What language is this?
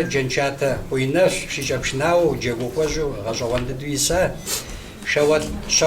Kabardian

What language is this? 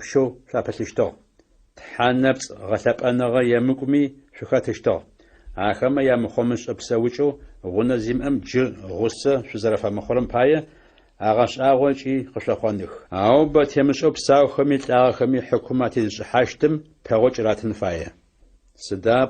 Adyghe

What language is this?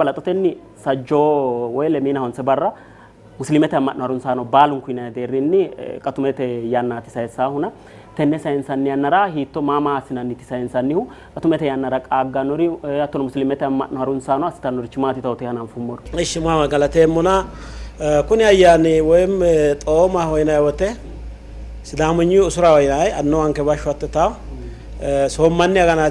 Sidamo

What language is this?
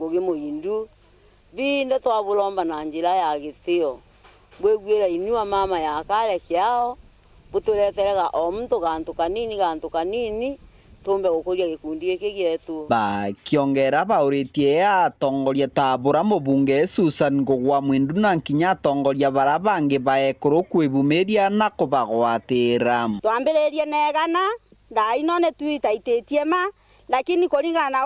Meru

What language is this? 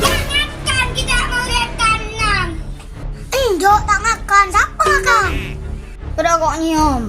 Madurese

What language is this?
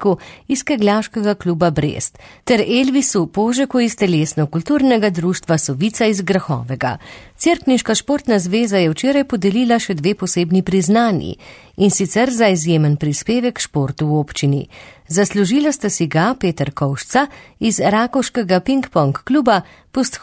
Slovenian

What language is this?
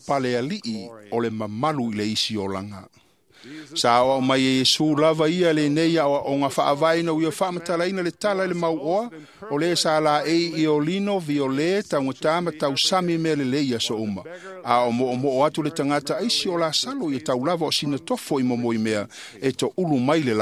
Samoan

